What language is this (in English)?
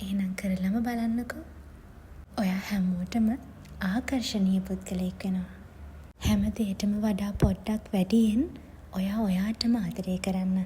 Sinhala